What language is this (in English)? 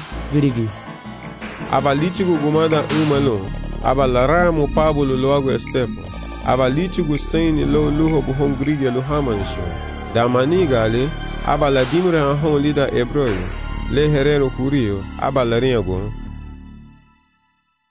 Garifuna